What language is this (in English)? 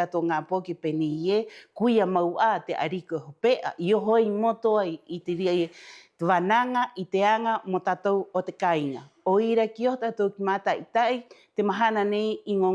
Rapanui